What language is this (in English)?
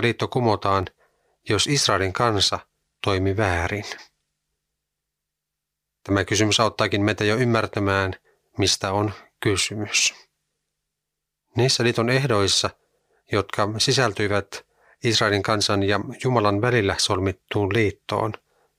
Finnish